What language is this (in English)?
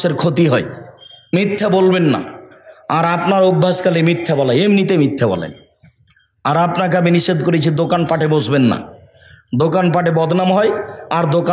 Bangla